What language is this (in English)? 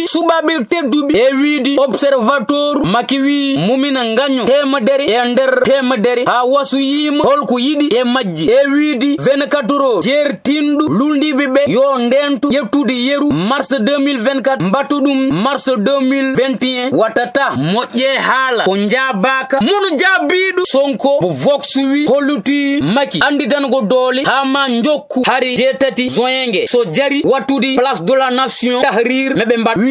Fula